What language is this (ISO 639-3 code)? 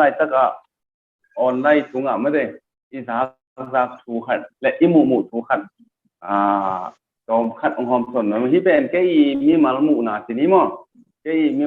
ctd